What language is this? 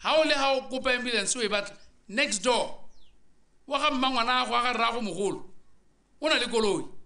Tswana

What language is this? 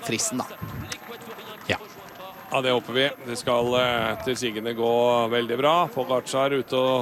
Norwegian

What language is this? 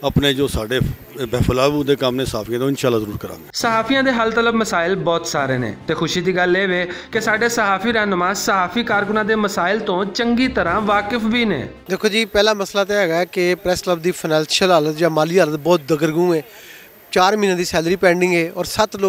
Western Panjabi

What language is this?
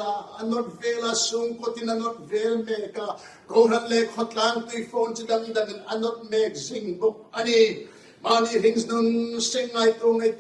Hmar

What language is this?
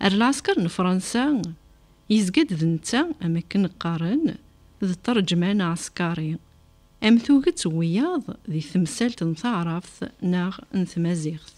Kabyle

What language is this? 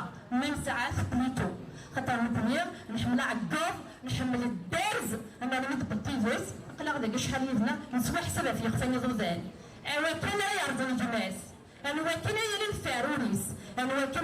Kabyle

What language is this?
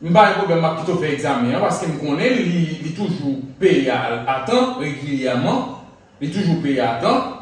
Haitian Creole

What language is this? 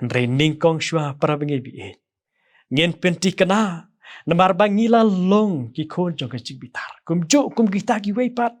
Khasi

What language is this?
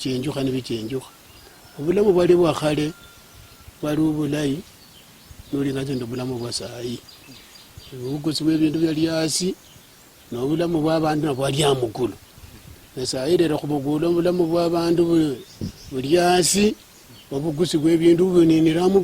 Luyia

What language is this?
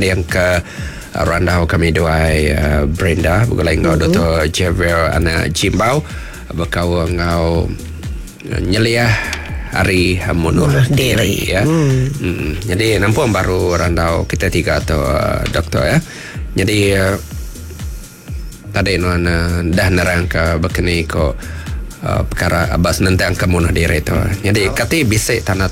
Iban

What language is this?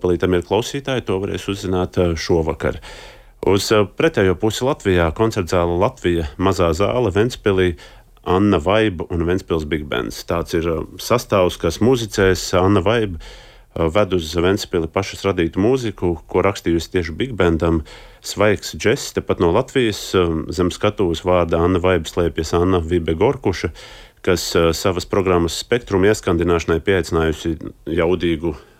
Latvian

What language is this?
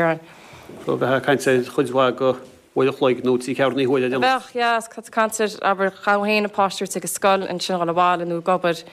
Irish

